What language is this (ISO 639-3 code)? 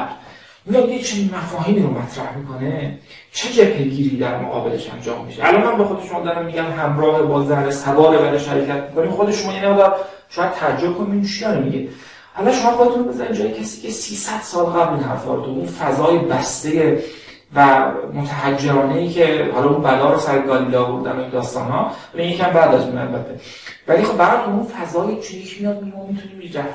fas